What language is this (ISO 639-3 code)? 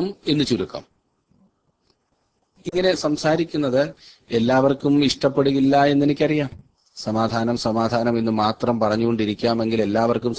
mal